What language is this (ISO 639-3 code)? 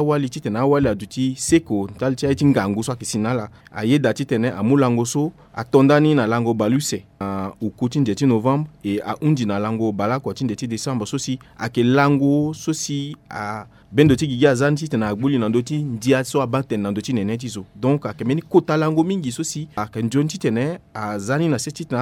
sag